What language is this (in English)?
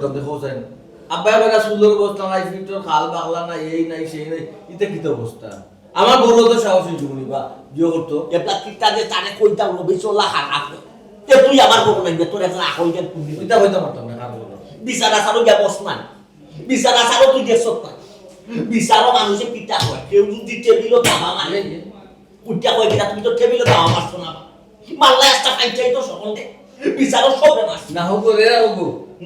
Sylheti